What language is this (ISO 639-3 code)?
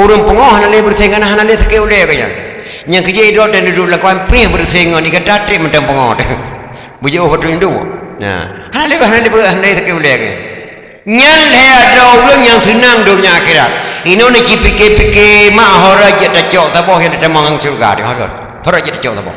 ace